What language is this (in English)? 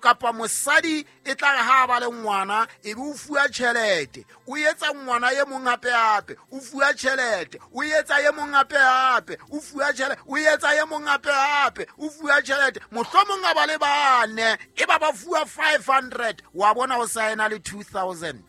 Southern Sotho